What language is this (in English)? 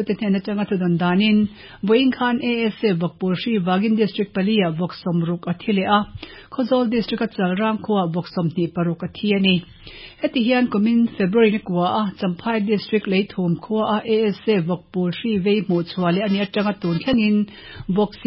Mizo